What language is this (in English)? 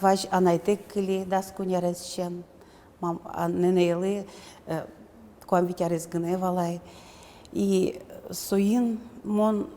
Udmurt